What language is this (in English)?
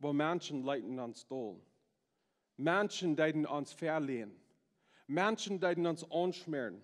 Plautdietsch